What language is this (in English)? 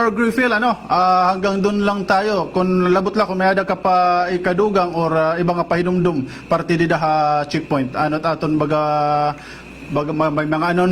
Waray